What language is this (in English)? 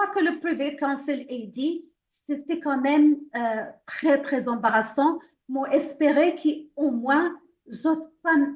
Morisyen